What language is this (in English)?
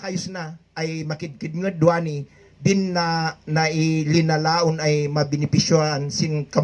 Kankanaey